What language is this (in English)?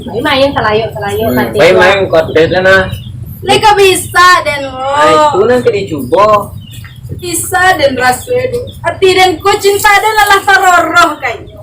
Minangkabau